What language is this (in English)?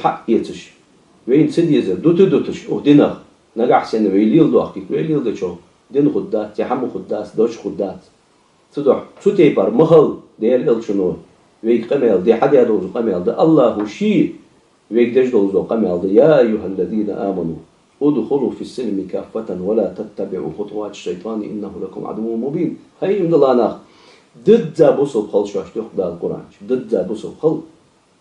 Ingush